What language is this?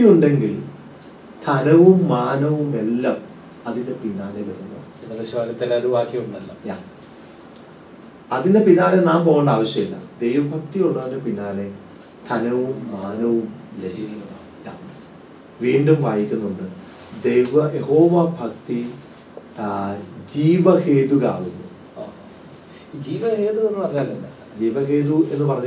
Malayalam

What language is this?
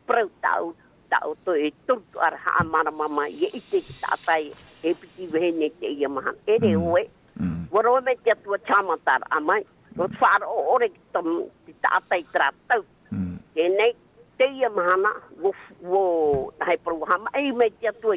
Tahitian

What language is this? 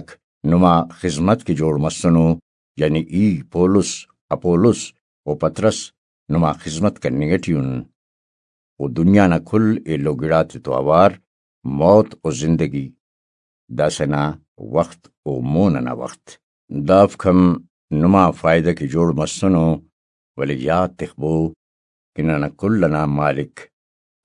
Brahui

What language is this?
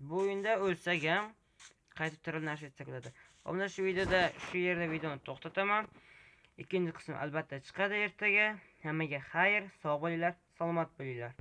Uzbek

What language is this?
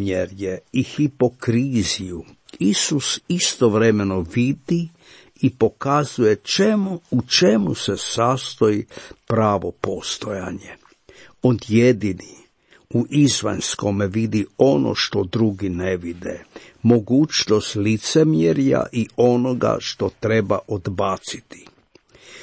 Croatian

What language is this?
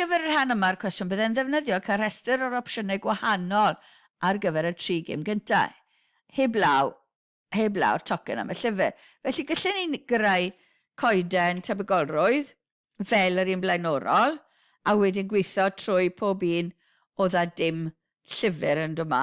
Welsh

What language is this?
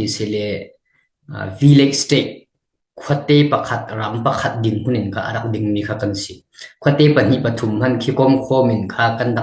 Falam Chin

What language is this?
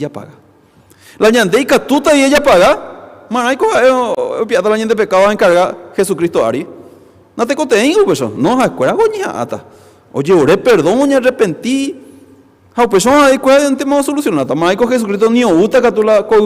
Guarani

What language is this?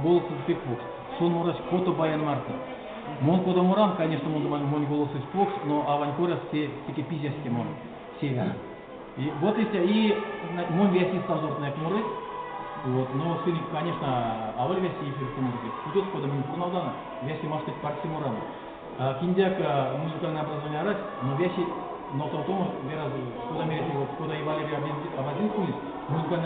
Erzya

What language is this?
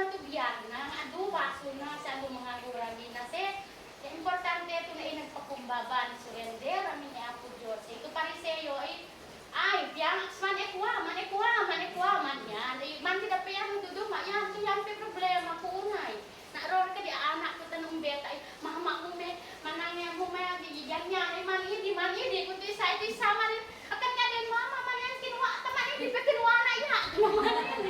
Isnag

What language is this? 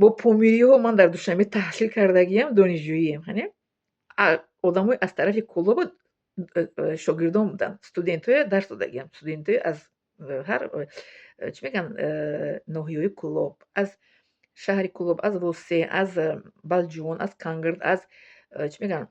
Tajik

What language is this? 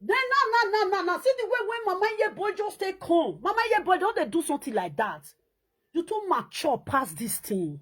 Nigerian Pidgin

